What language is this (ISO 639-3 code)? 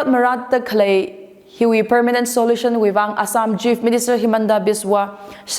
nmf